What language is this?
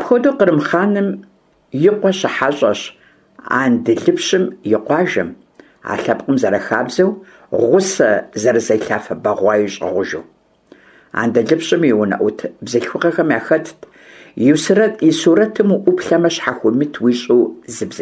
Kabardian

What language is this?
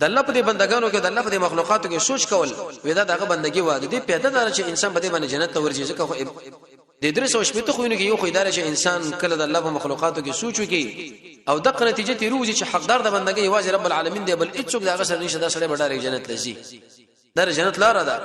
Pashto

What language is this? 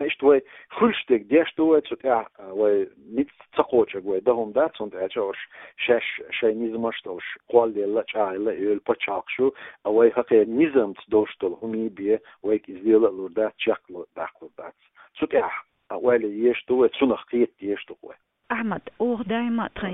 Chechen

